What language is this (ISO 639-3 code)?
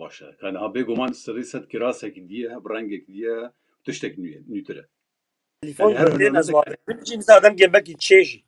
kur